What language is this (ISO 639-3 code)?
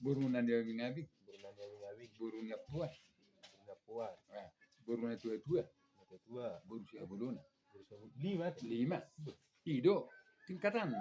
bbc